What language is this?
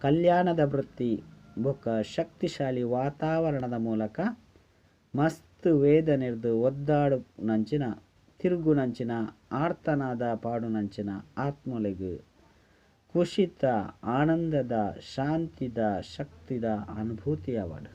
Tulu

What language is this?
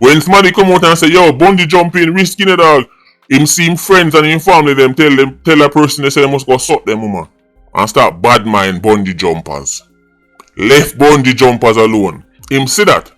Jamaican Creole English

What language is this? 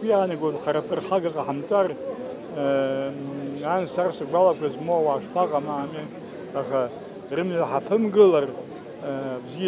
Abkhazian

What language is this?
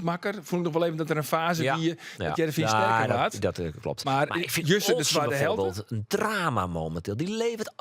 Western Frisian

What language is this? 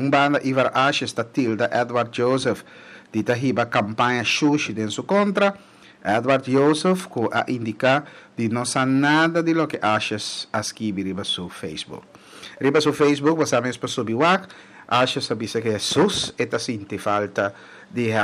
Papiamento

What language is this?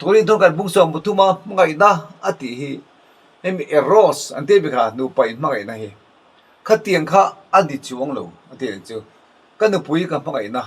Mizo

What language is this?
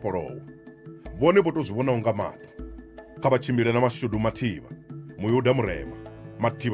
Venda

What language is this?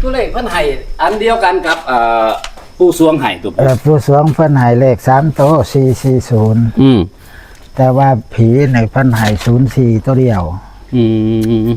Northeastern Thai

